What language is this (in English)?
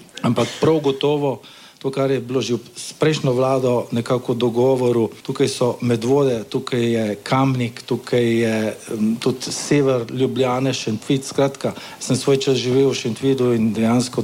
Slovenian